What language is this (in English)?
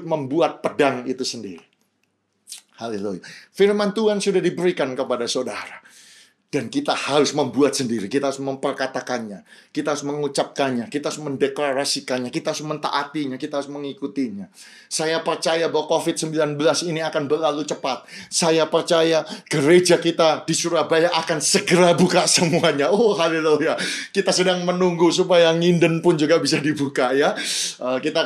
Indonesian